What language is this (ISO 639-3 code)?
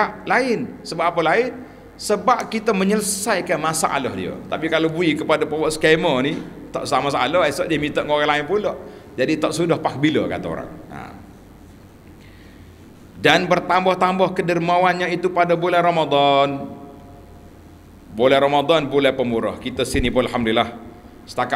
msa